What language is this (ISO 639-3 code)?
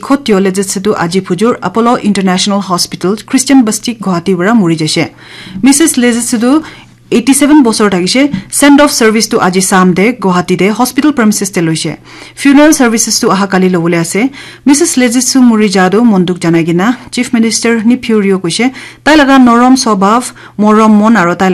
nag